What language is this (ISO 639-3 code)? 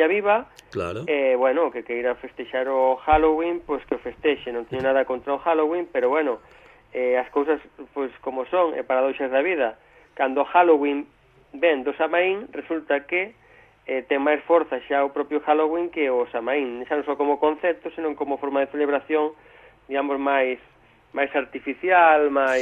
glg